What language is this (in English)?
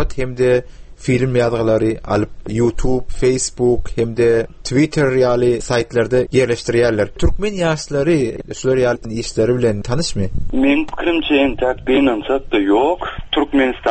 Turkmen